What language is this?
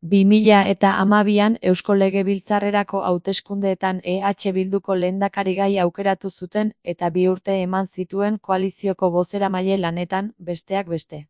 Basque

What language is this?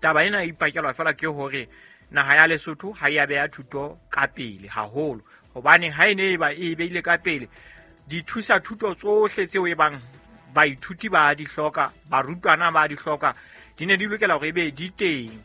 Southern Sotho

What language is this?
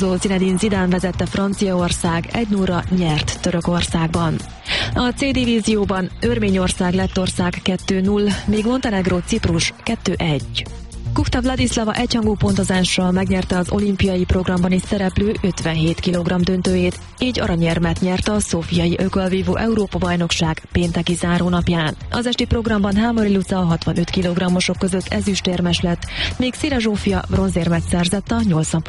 Hungarian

